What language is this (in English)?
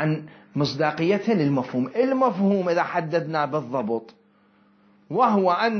Mesopotamian Arabic